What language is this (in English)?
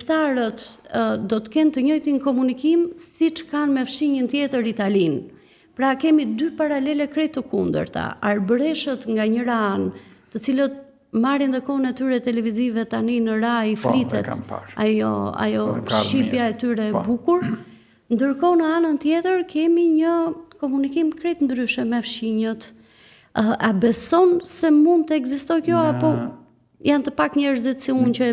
Albanian